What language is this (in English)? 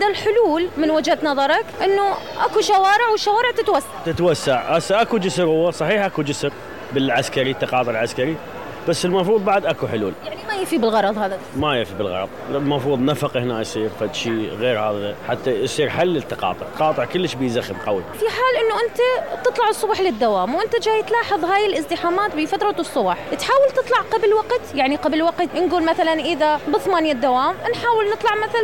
Mesopotamian Arabic